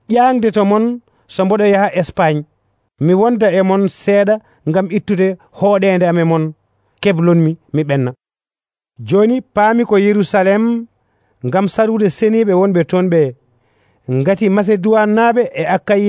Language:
Nigerian Fulfulde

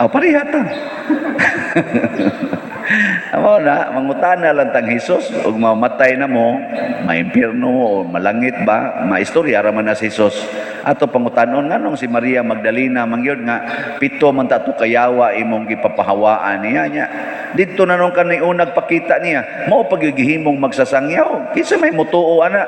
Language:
Cebuano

